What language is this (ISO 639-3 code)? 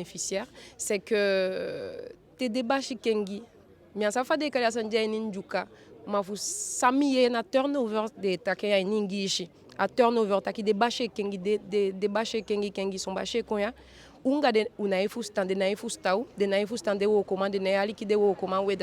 djk